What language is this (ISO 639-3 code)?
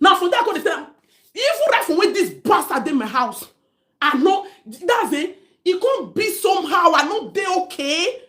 pcm